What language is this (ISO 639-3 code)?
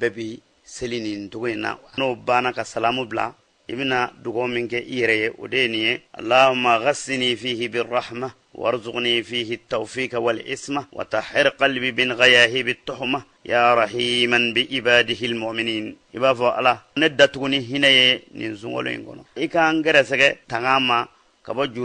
bam